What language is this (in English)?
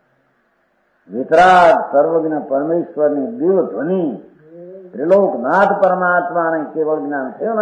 Gujarati